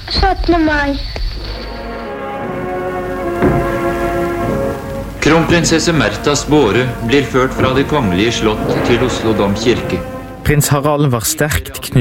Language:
Norwegian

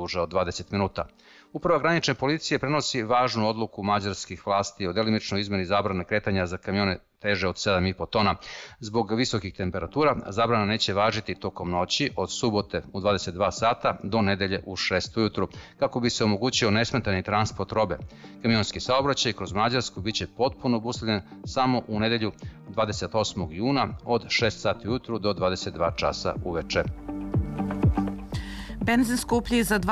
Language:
Serbian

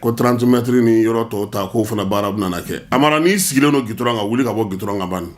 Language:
Bambara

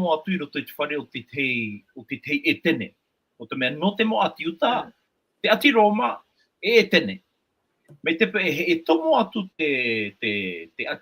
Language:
Tahitian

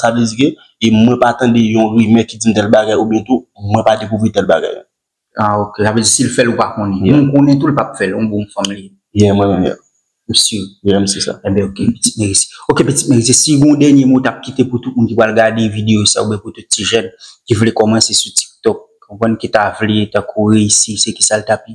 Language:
Haitian Creole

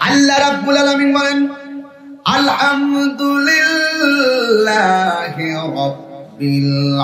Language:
Sylheti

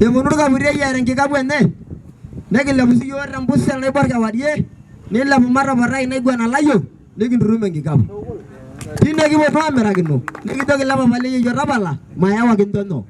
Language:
Masai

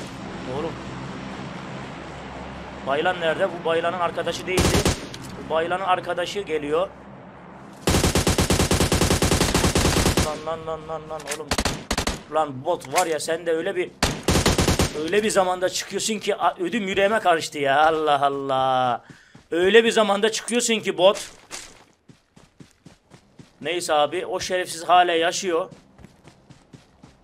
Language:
Turkish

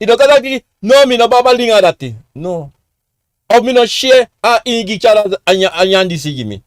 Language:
Sranan Tongo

